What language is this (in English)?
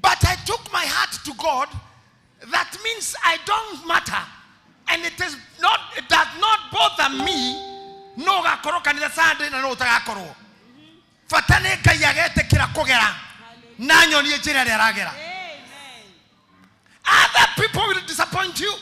Kikuyu